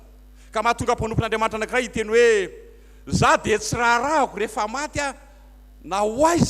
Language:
Malagasy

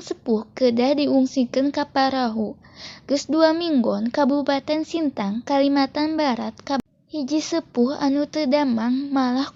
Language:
Sundanese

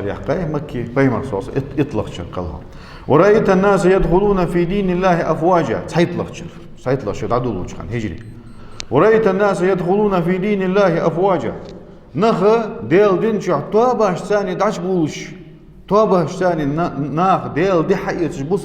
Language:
Ingush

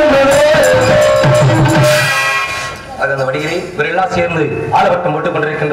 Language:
Tamil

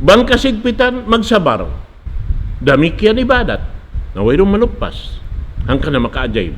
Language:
Tausug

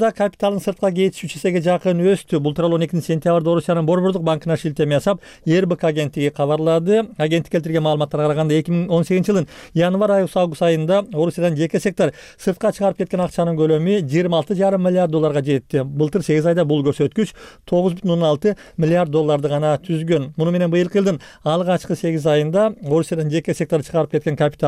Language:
Kyrgyz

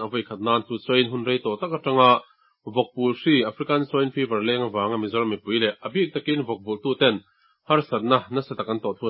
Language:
Mizo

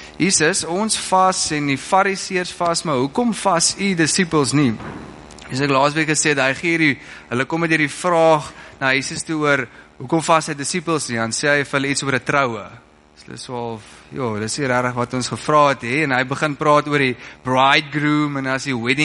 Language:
Afrikaans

